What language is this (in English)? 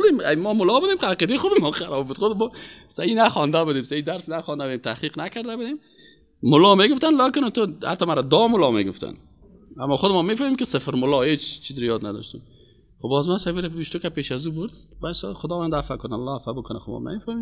Persian